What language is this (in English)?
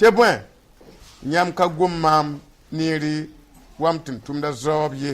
Mossi